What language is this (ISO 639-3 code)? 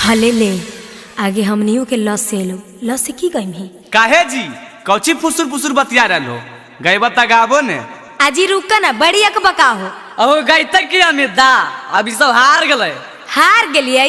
mag